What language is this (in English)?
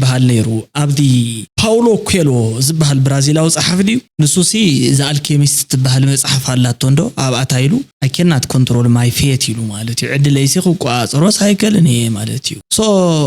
Tigrinya